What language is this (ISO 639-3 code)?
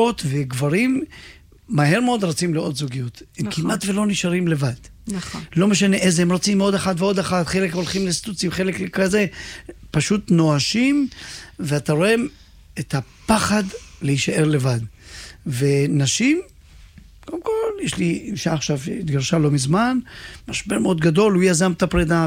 heb